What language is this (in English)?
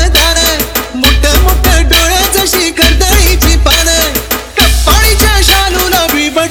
Marathi